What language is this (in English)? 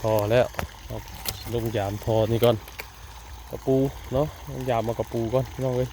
Northeastern Thai